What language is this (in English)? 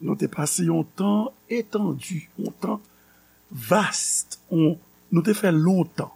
Haitian Creole